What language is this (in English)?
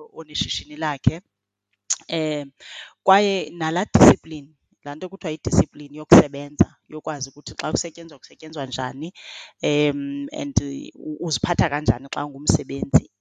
Xhosa